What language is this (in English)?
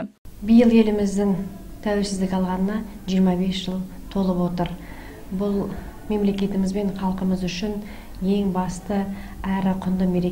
Kazakh